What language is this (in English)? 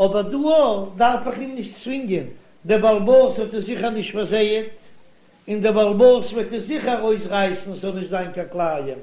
Yiddish